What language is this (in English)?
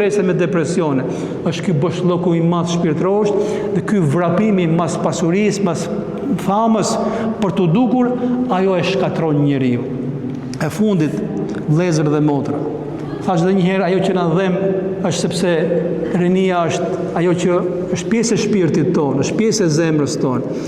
Albanian